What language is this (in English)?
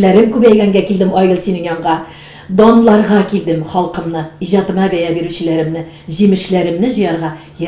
Tatar